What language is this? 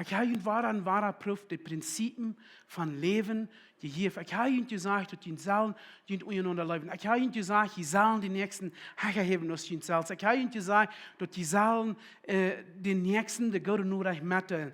Plautdietsch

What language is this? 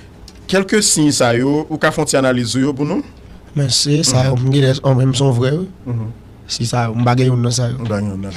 Haitian Creole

